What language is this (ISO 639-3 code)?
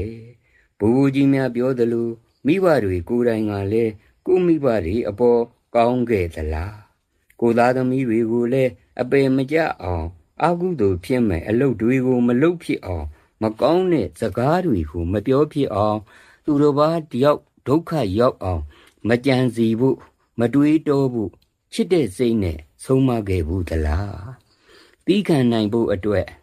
mya